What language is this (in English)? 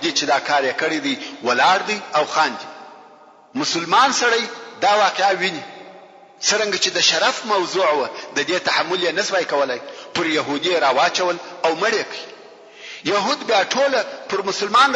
Pashto